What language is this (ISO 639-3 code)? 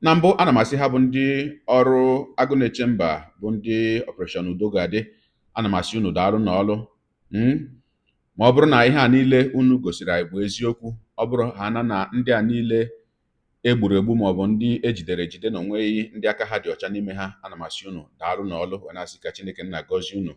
ibo